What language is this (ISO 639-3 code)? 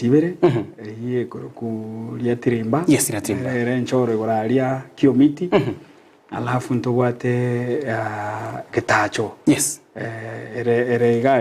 guz